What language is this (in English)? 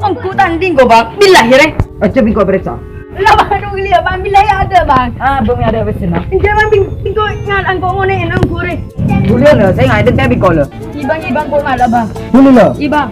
Madurese